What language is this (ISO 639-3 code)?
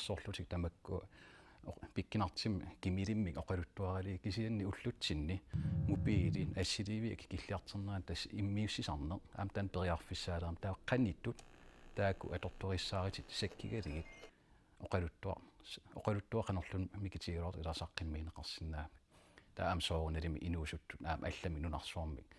kal